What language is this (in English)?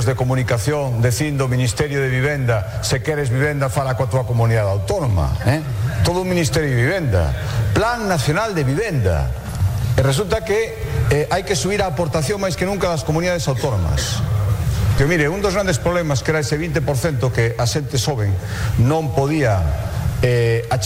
Galician